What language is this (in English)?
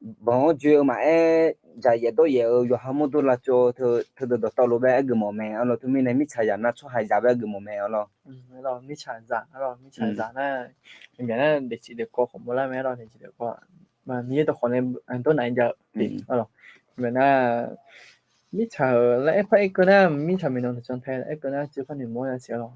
Akha